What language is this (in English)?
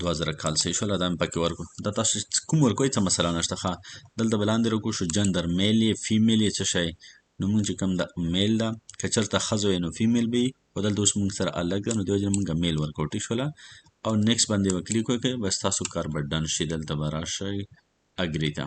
Pashto